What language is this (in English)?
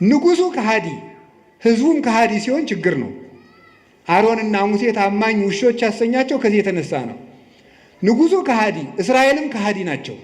Amharic